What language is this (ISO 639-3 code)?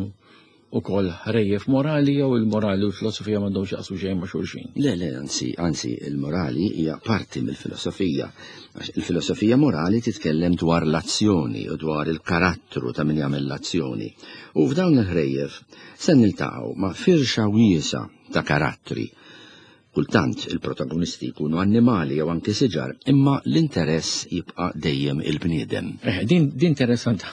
mlt